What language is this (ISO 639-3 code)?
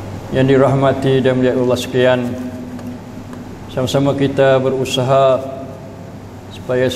msa